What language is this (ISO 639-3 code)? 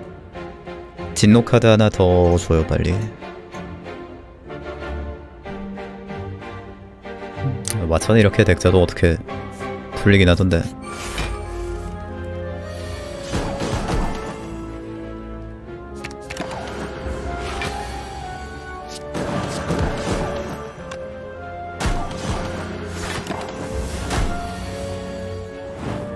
kor